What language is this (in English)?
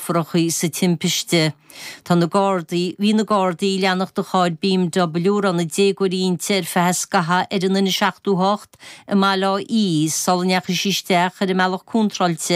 Irish